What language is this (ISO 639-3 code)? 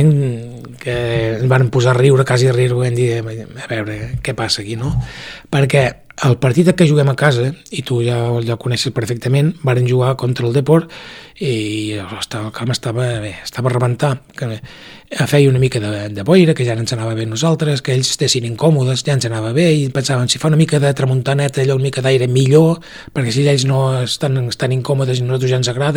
cat